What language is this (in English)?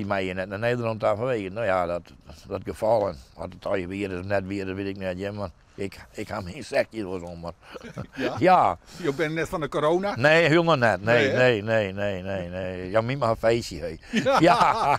Western Frisian